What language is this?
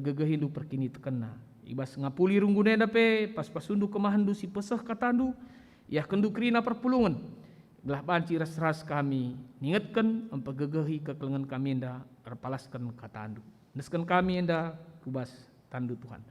Batak Karo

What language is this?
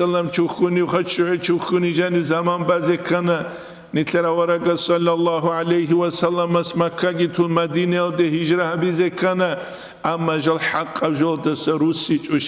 Avaric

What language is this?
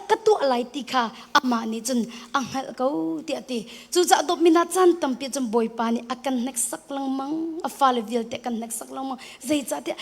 Hakha Chin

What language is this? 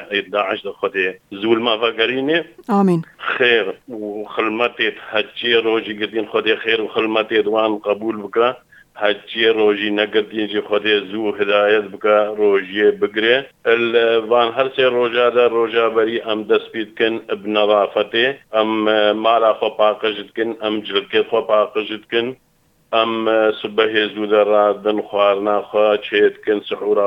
Kurdish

